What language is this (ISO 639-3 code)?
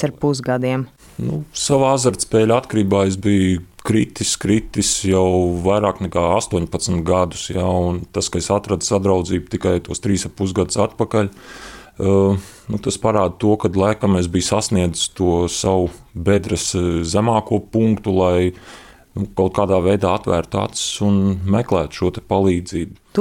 lav